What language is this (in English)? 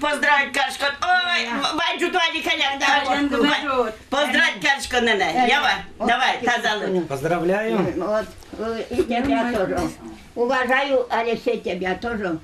Udmurt